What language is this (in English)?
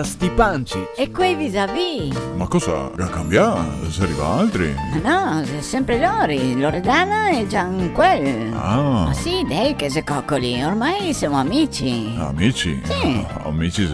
Venetian